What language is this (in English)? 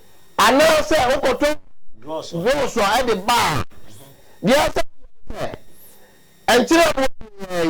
Akan